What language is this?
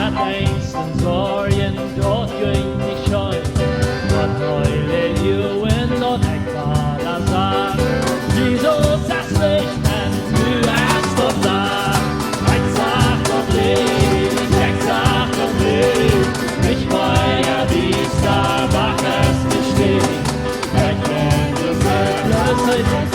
Plautdietsch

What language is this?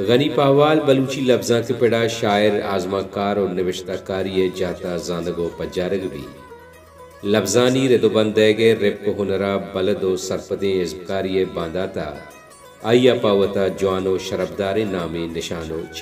Baluchi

